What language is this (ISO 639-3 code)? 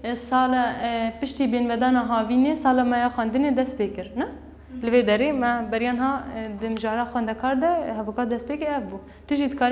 kur